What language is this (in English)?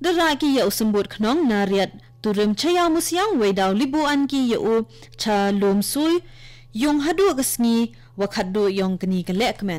Khasi